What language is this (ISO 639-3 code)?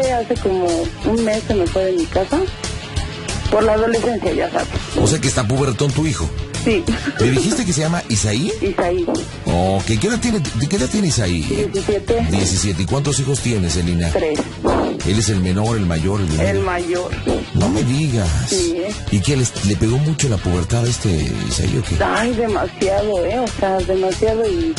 spa